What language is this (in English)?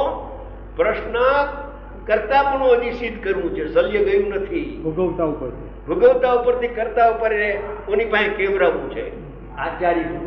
Gujarati